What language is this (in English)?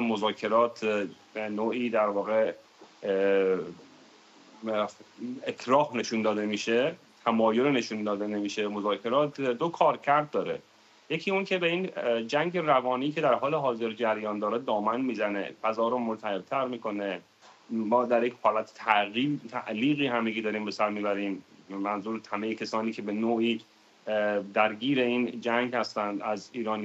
Persian